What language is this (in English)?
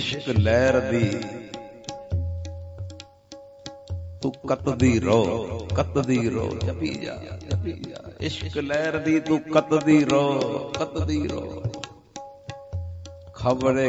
Punjabi